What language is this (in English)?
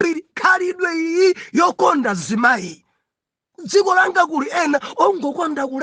Nyanja